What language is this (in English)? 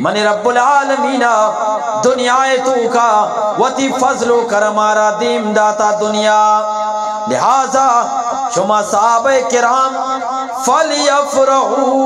Eastern Balochi